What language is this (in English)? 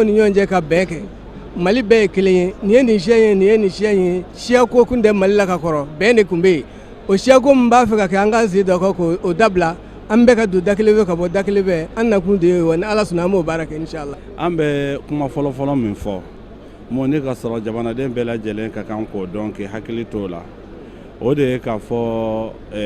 Bambara